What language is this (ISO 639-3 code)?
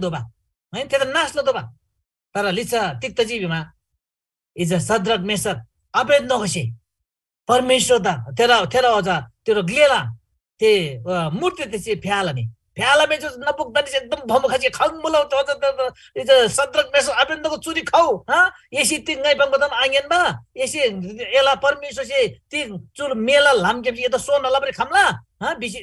taj